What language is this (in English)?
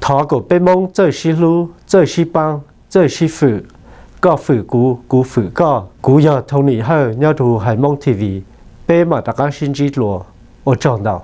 Hmong